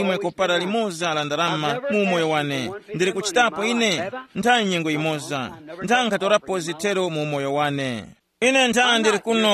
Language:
Tumbuka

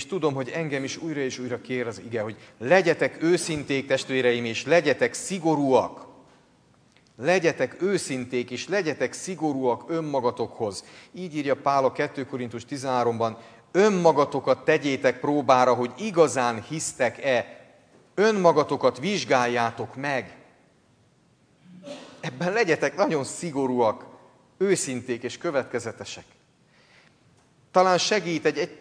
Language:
Hungarian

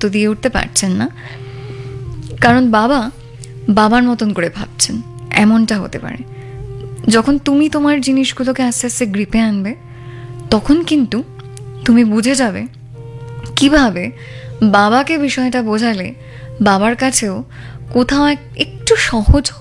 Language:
Bangla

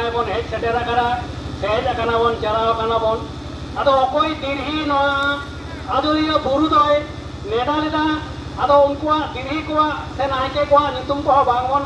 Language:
Santali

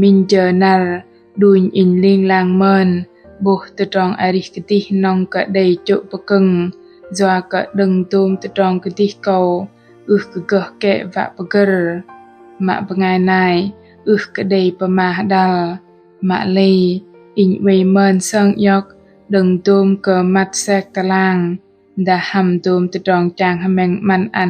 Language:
Bahnar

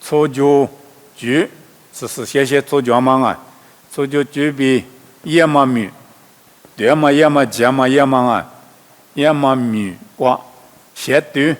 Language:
Lisu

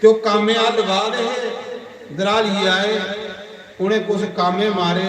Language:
Dogri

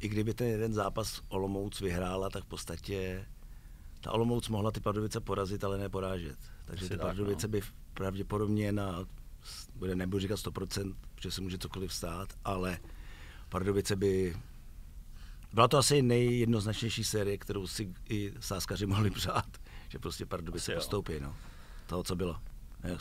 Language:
Czech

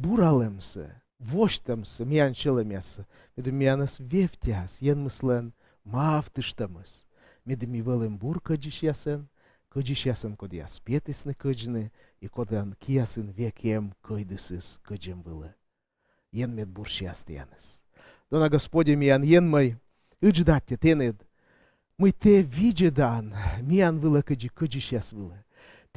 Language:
Komi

